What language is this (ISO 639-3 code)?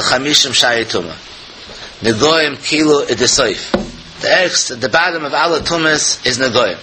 yid